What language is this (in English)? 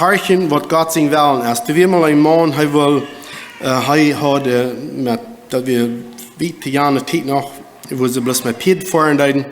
Plautdietsch